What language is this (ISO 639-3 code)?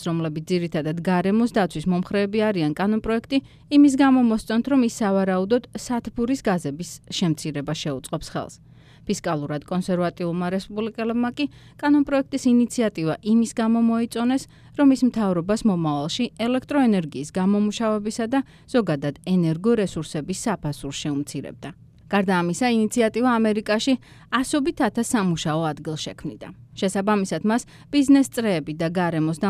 kat